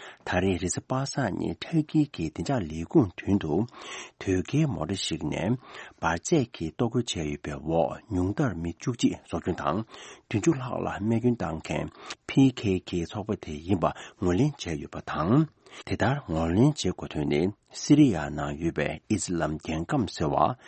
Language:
Tibetan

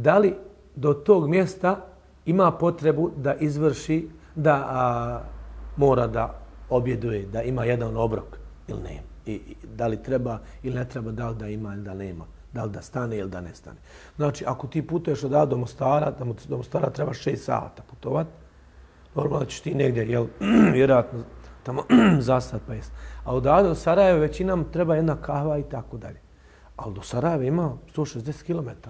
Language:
Bosnian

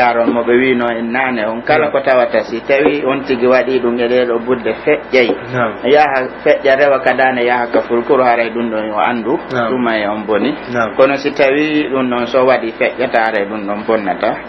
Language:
Pular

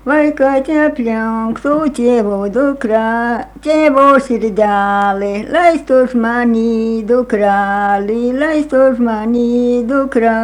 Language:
Lithuanian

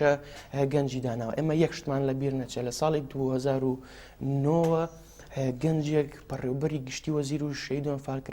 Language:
Central Kurdish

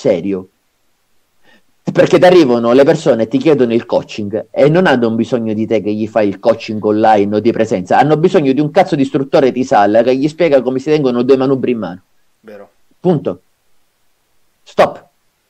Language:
Italian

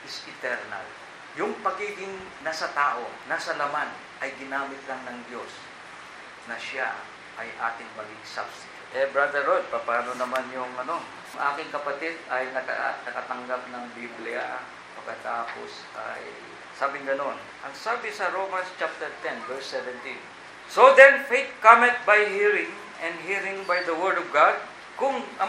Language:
Filipino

